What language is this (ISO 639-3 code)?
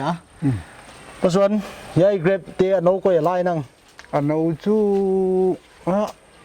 pck